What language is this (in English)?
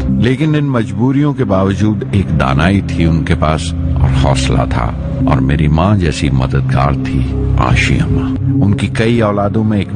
Urdu